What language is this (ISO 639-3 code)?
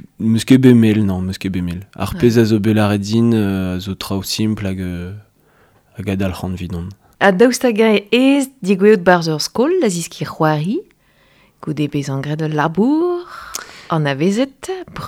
bre